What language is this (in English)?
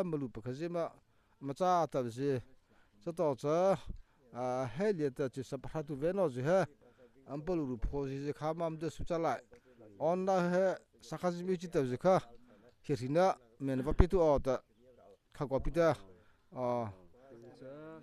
Mara Chin